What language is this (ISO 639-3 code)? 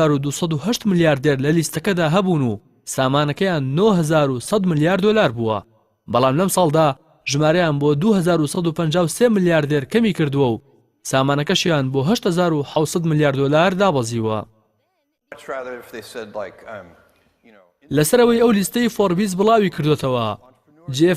ckb